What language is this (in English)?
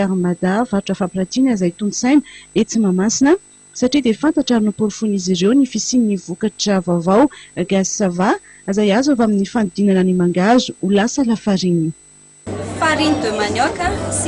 Malagasy